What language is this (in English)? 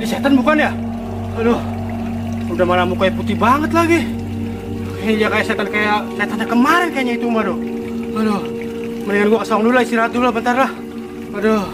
Betawi